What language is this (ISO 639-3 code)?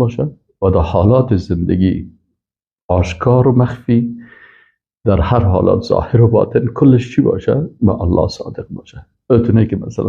fas